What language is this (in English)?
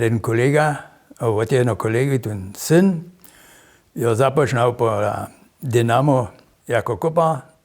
Upper Sorbian